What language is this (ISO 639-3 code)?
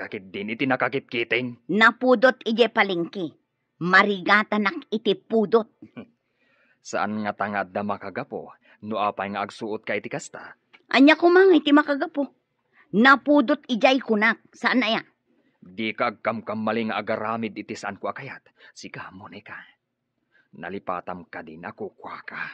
ilo